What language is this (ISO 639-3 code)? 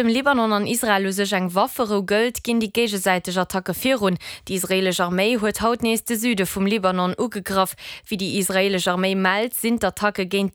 ltz